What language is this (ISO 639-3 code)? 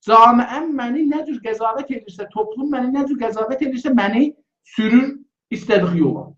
azb